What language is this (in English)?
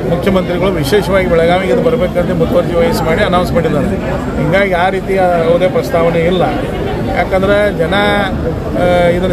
Kannada